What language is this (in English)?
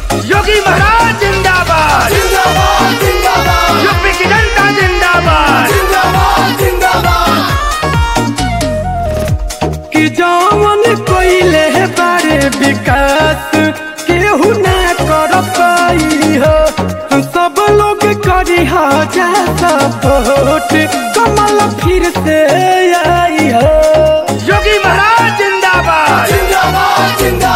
Bhojpuri